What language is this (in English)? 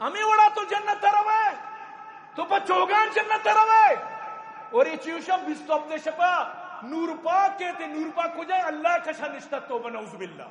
Eastern Balochi